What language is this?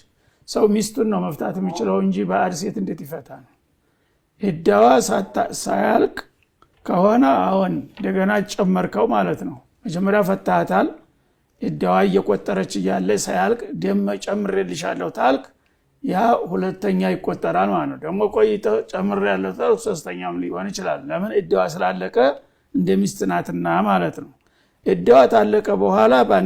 Amharic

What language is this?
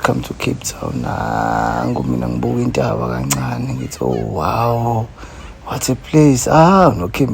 Zulu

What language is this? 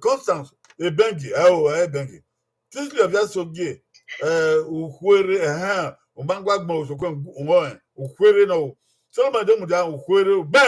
Bini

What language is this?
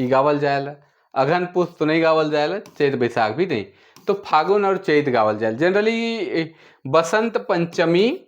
Sadri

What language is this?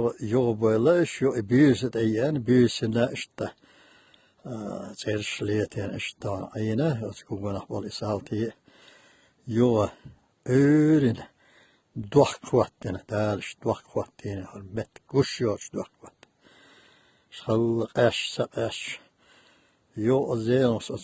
Chechen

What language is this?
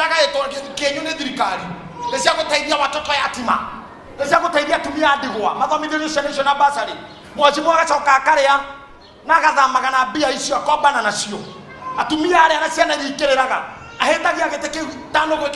Kikuyu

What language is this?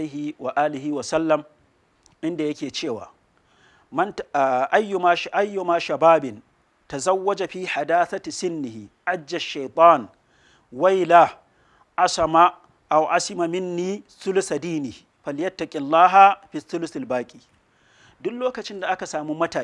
Hausa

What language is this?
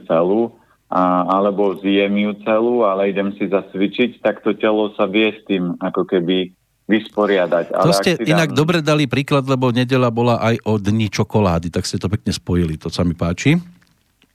Slovak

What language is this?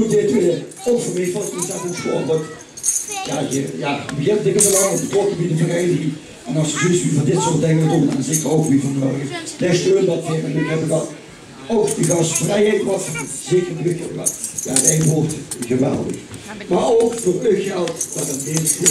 Limburgish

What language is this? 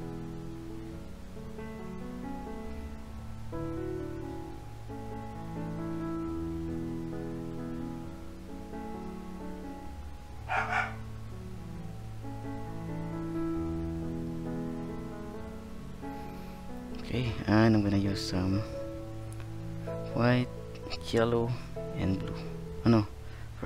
English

